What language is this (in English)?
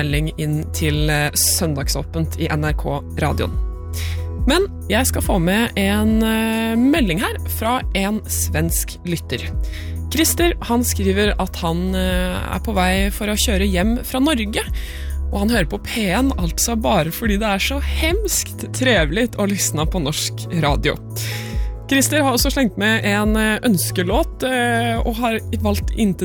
Norwegian